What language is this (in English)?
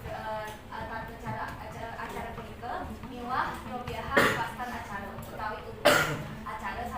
Balinese